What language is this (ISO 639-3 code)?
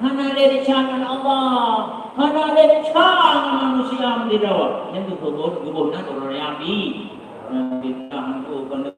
ace